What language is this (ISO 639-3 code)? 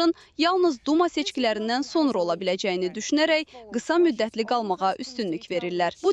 aze